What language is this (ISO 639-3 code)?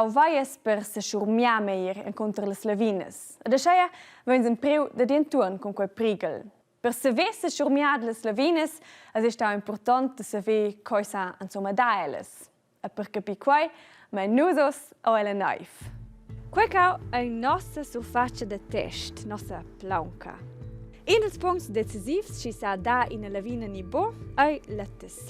roh